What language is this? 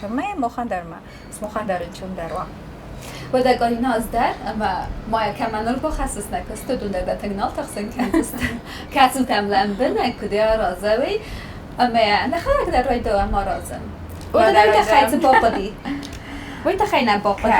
Ossetic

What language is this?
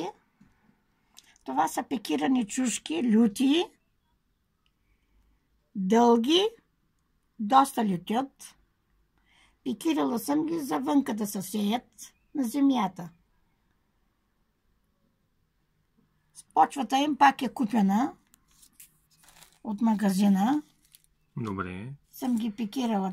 Bulgarian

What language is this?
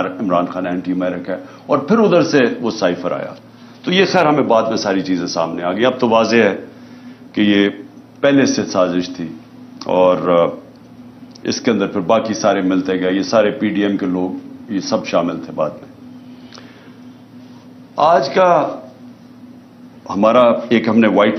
Urdu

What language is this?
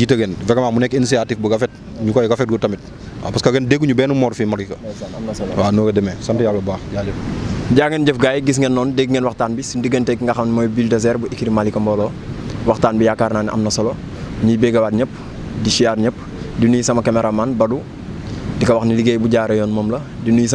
Wolof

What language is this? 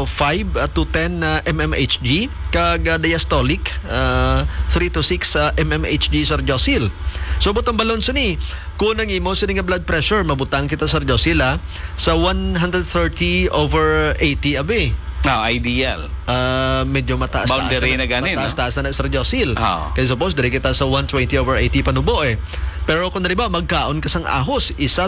Hiligaynon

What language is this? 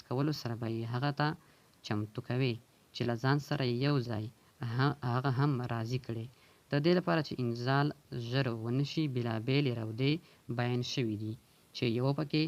Pashto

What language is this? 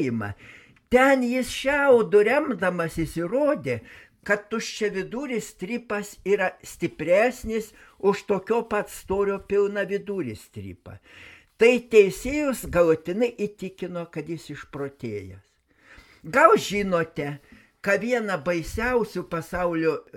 Lithuanian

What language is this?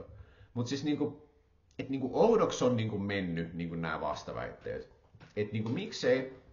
Finnish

